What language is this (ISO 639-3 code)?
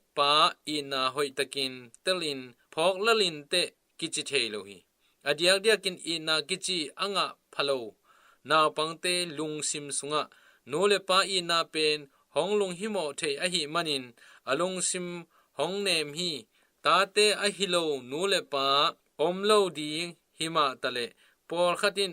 ctd